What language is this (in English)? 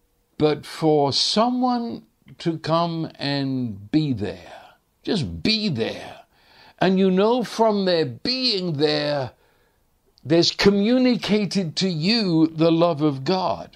English